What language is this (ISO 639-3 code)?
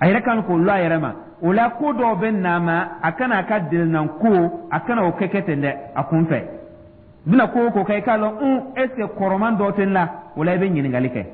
dyu